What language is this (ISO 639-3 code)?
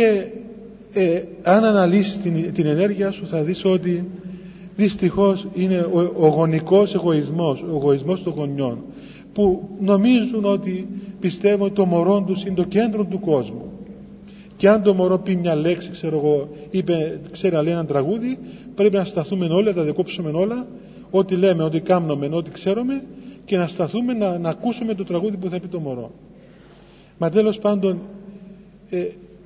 ell